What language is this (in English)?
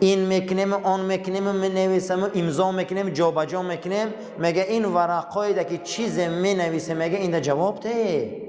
Tajik